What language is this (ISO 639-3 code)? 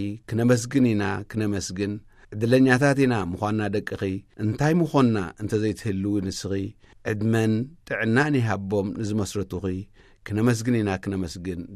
tir